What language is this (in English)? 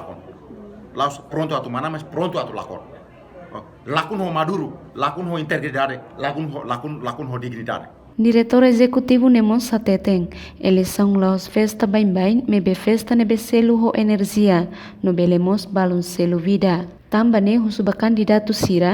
Tetum